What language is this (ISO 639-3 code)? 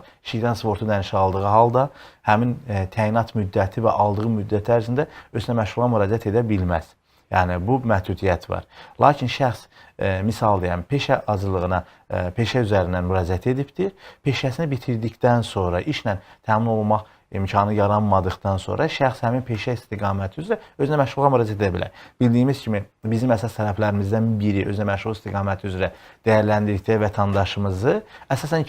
aze